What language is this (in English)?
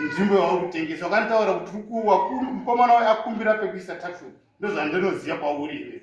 Shona